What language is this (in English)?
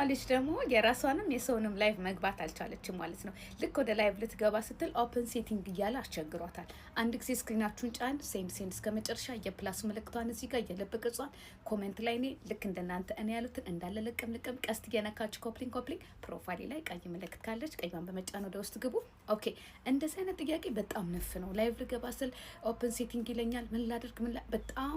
Amharic